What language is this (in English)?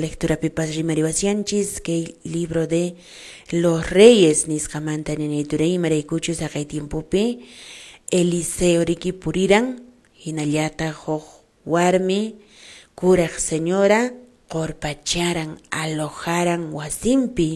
Quechua